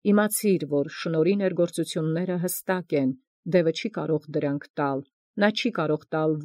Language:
Armenian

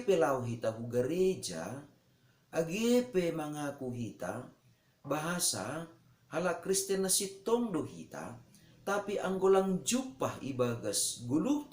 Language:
Batak Simalungun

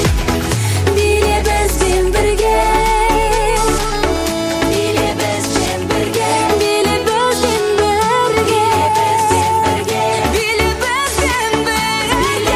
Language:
Kazakh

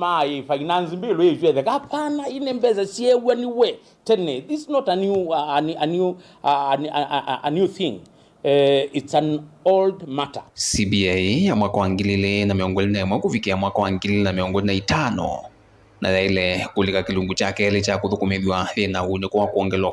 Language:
Kamba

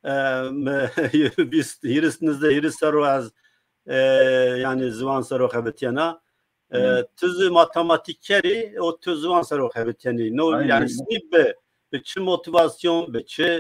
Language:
Zaza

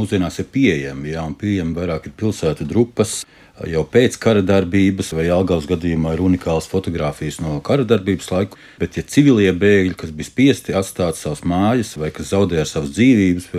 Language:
Latvian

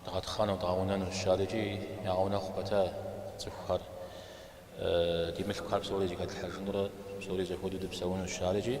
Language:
Kabardian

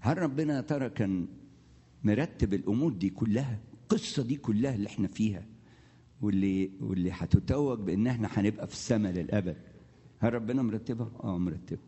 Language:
Egyptian Arabic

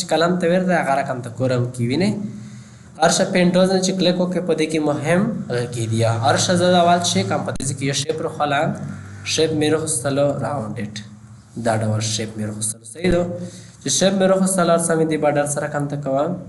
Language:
Pashto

